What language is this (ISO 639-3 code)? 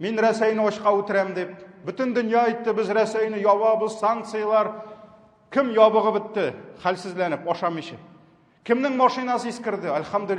tat